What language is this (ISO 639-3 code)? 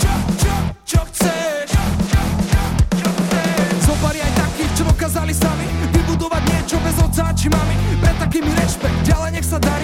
slk